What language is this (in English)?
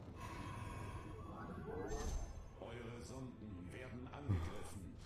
German